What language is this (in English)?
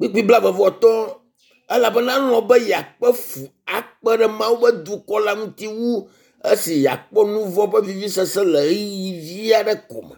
Ewe